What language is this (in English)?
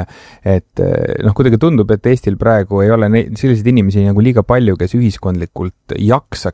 Estonian